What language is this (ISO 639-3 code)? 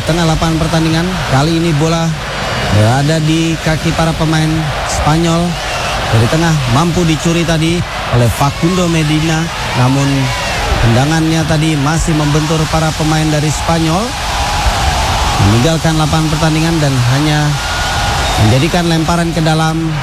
ind